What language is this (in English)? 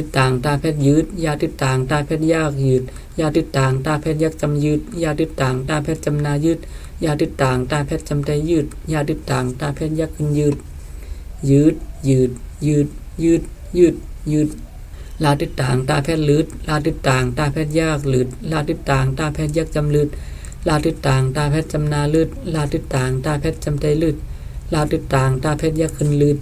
Shan